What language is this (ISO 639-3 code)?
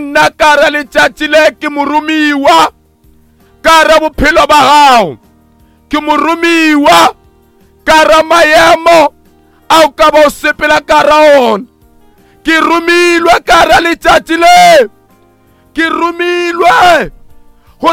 nso